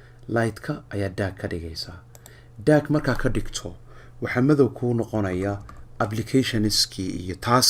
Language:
Somali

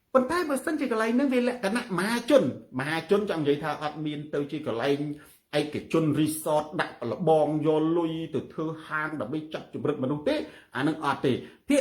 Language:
Khmer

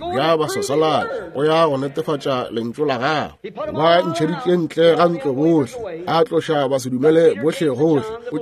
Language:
Northern Sotho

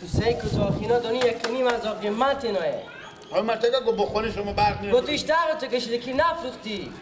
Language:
Persian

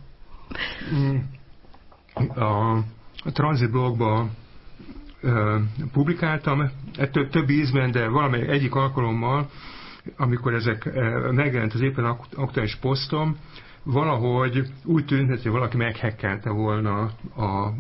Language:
Hungarian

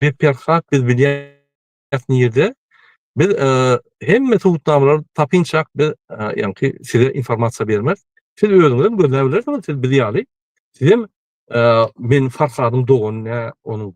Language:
Turkmen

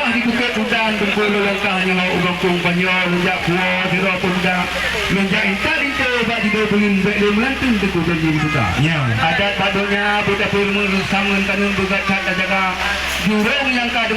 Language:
Achinese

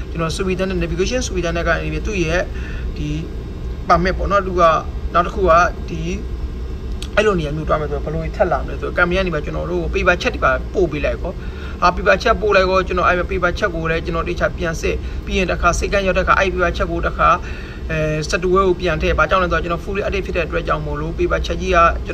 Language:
Burmese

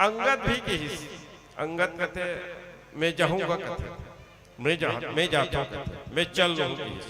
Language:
Chhattisgarhi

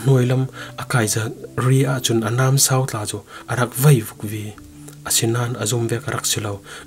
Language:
Falam Chin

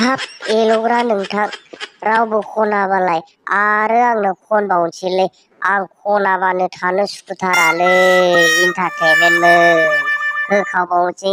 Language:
Bodo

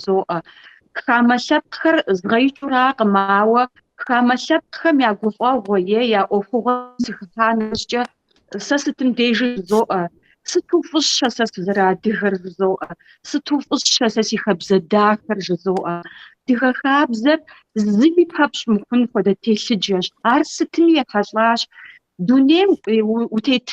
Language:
Kabardian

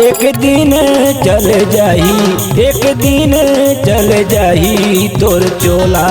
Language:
Chhattisgarhi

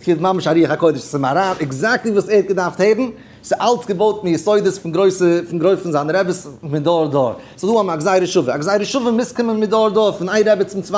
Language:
Yiddish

